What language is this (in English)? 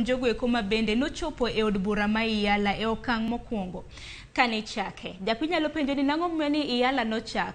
Luo (Kenya and Tanzania)